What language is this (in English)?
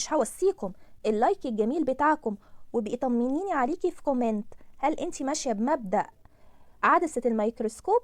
Egyptian Arabic